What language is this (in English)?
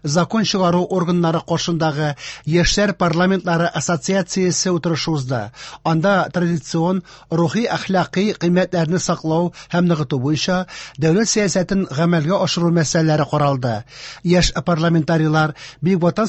Tatar